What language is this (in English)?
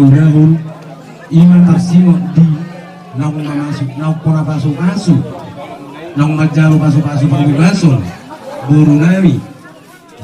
Batak Toba